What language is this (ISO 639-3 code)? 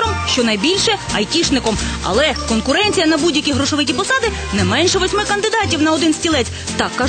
ukr